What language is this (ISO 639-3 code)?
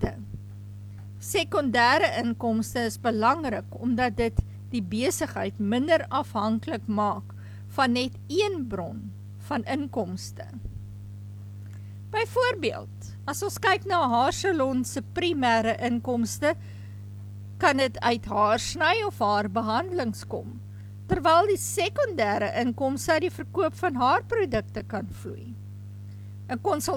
afr